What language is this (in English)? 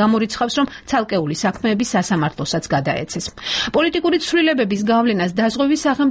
Georgian